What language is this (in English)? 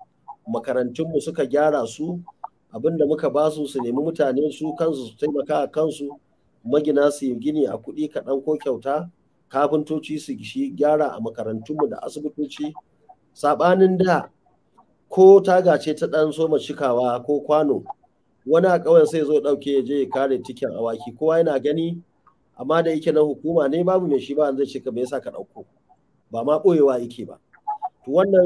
Hausa